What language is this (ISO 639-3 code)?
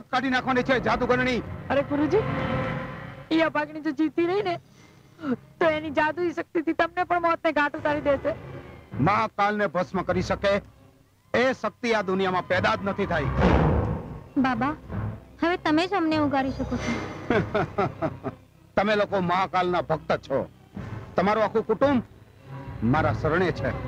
guj